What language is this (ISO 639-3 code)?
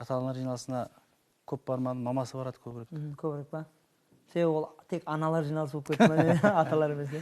kaa